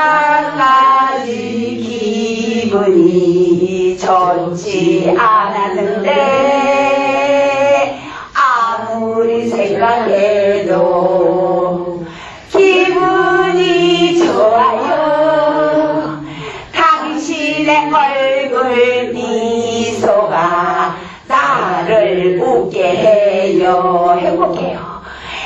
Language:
Korean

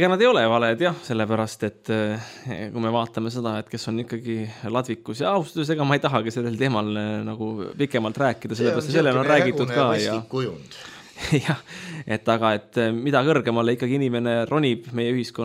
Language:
Estonian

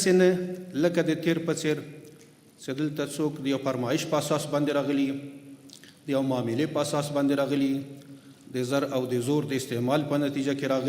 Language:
Pashto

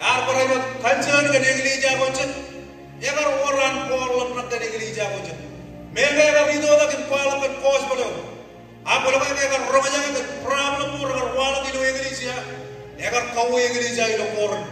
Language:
Marshallese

